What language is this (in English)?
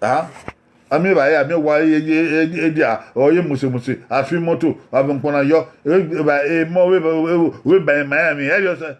Bini